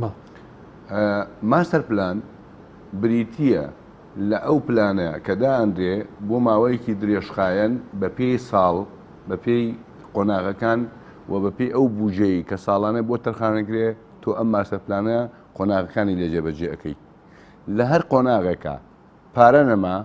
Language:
Central Kurdish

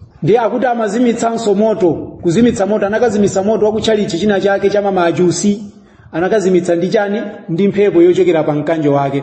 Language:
Nyanja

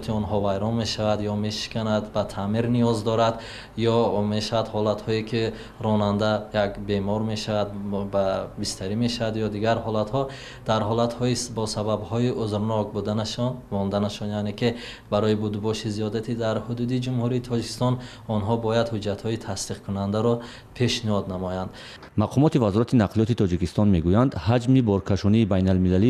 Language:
Tajik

